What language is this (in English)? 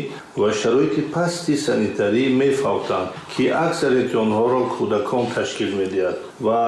Tajik